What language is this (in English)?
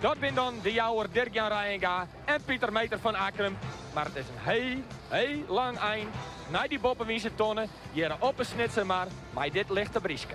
Western Frisian